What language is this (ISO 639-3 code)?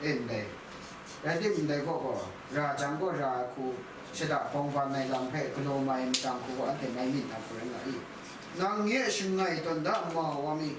kac